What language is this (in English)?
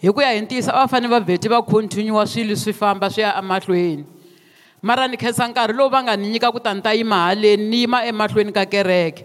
Tsonga